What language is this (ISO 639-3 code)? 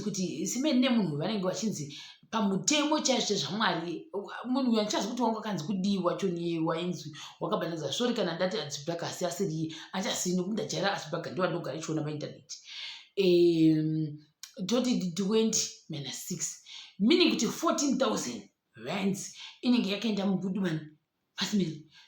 sna